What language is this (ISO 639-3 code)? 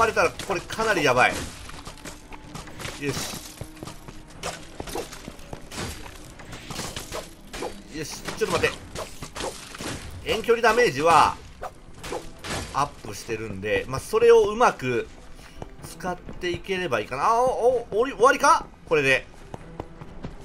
jpn